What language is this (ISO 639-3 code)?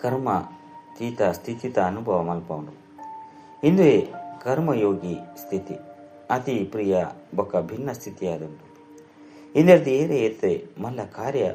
tcy